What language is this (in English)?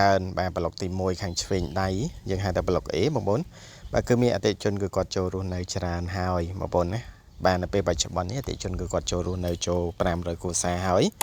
Khmer